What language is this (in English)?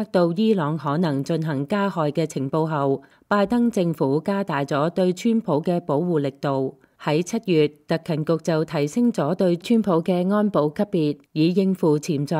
Cantonese